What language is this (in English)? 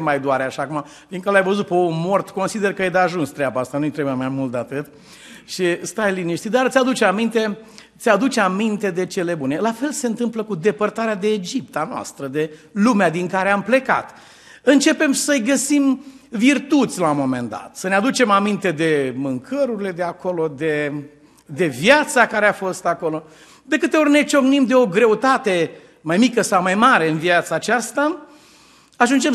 Romanian